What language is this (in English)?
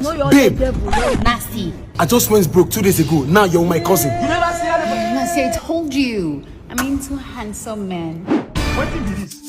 Nigerian Pidgin